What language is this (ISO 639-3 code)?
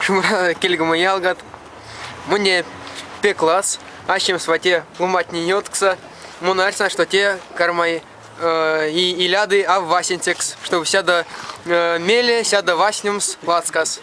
myv